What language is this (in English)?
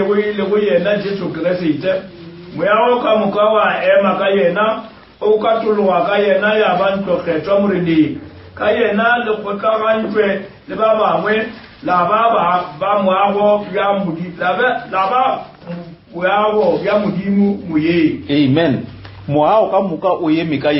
Northern Sotho